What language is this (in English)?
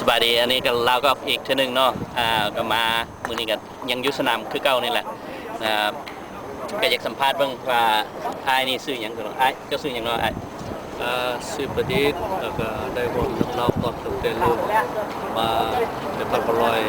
Lao